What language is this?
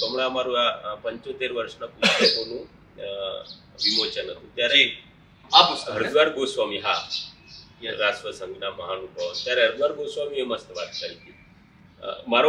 Gujarati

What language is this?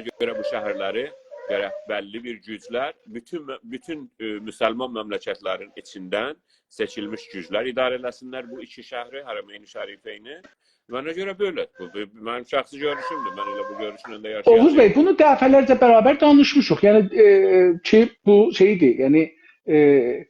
South Azerbaijani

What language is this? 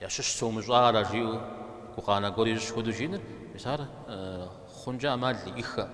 Kabardian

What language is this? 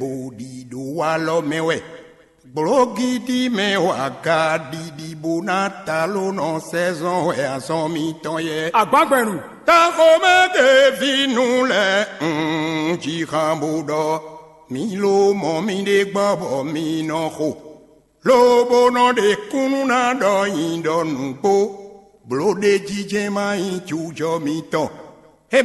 Fon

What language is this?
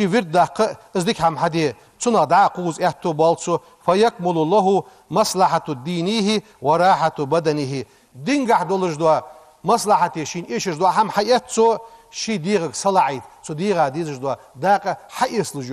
Ingush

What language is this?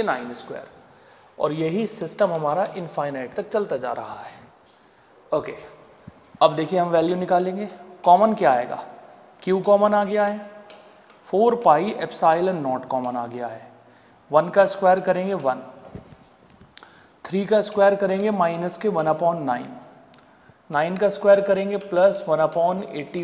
Hindi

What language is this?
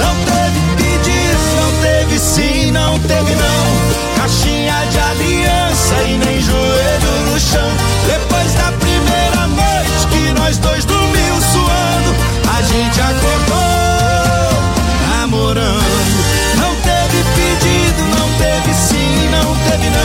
Portuguese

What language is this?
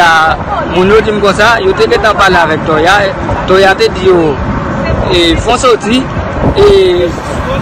Haitian Creole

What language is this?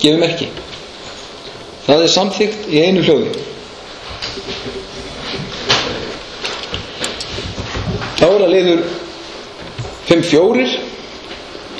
Icelandic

